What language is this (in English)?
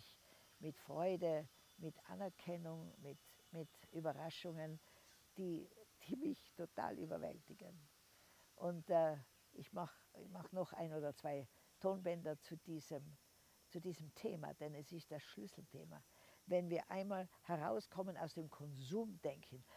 German